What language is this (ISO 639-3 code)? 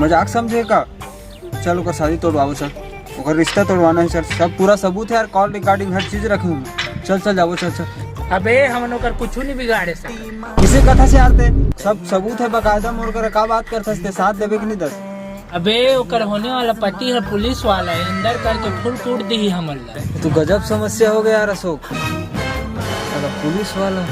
hne